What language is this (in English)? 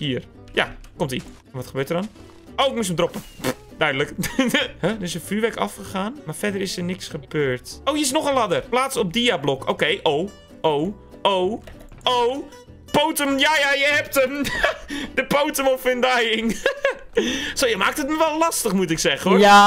Dutch